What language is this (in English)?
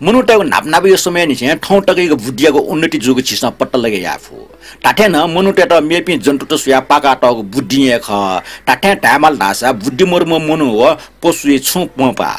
Newari